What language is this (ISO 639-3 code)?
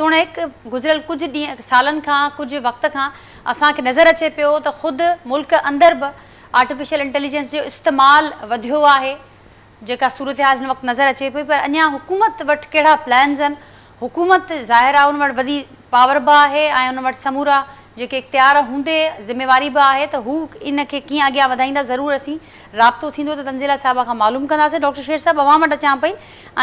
snd